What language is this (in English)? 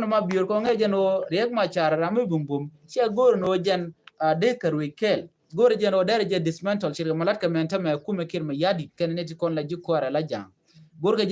Nuer